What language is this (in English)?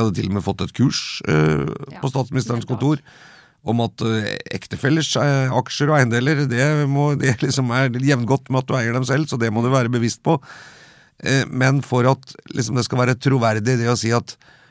Norwegian